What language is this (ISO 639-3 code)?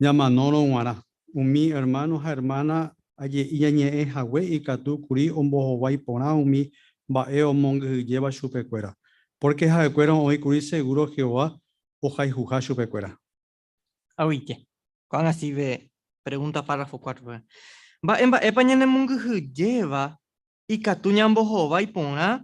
grn